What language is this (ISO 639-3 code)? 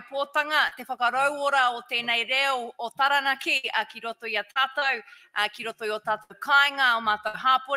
mri